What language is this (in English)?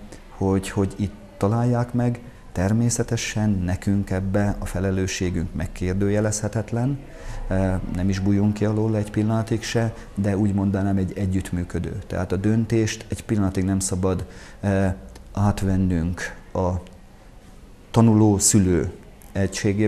Hungarian